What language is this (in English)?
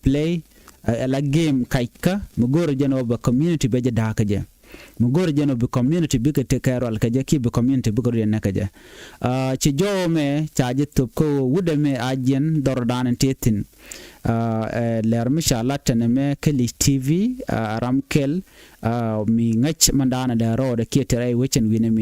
Nuer